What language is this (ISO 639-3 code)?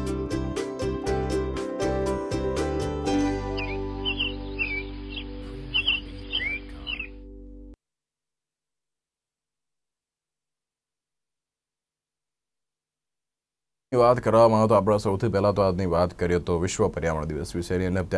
guj